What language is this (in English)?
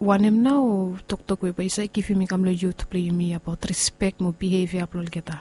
Bislama